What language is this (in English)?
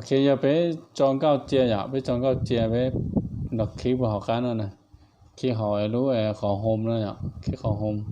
Hmong